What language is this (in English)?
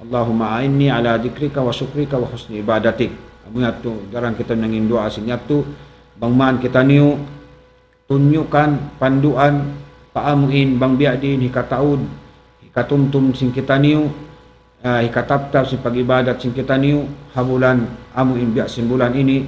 Tausug